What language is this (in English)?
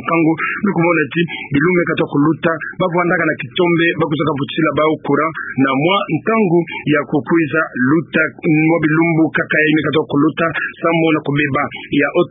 Kituba (Democratic Republic of Congo)